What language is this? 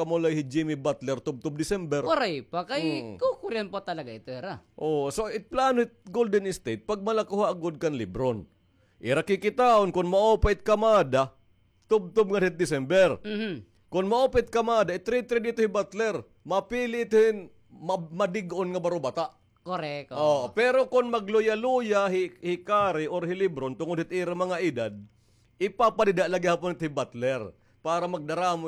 Waray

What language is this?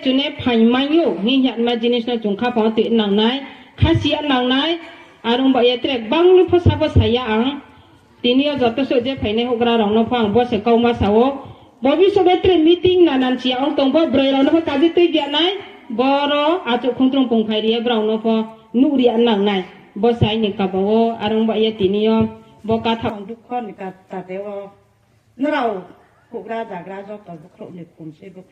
Riang (India)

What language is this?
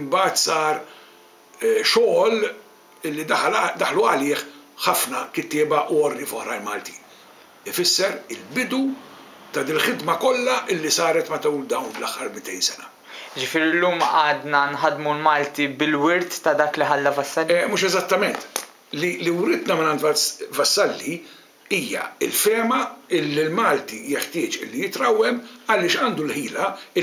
Maltese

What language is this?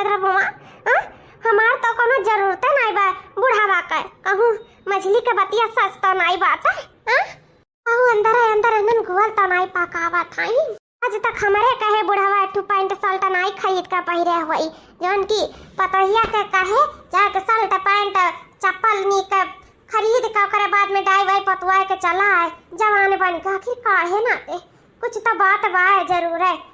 Awadhi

